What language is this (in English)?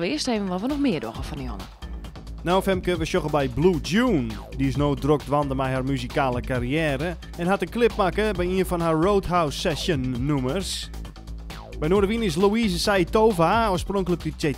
Western Frisian